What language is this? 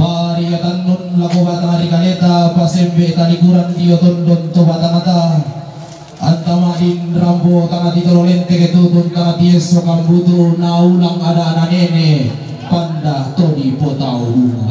Toraja-Sa'dan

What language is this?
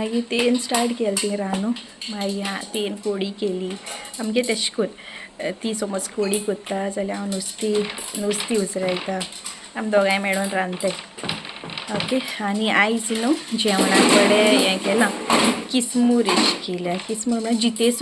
Konkani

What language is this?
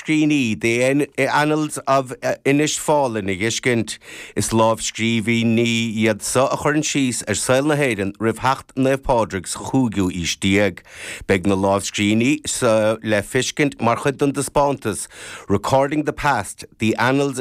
Irish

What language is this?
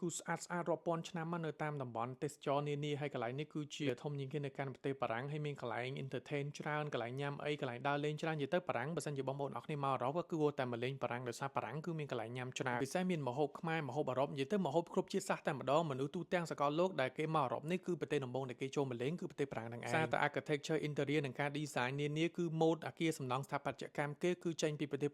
Khmer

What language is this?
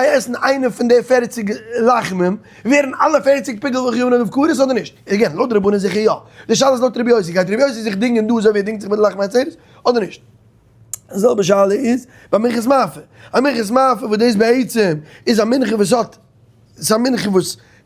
Yiddish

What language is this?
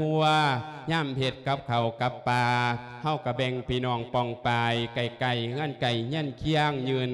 Lao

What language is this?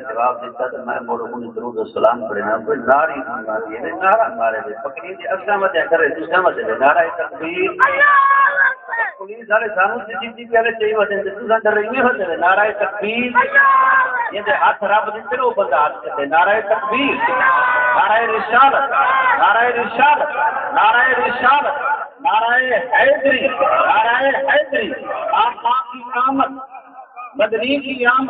Saraiki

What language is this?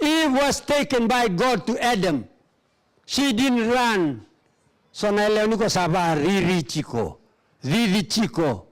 Fijian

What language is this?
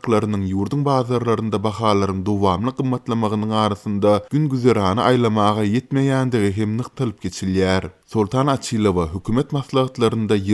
Turkmen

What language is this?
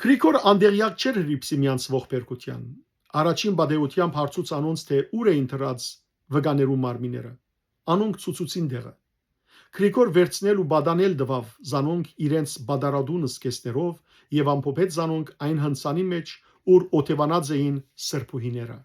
Western Armenian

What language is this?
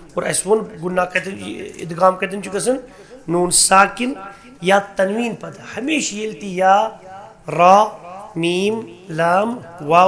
Kashmiri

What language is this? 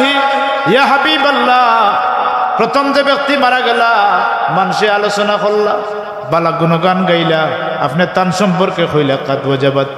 Sylheti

